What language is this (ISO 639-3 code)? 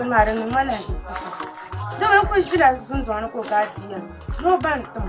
dag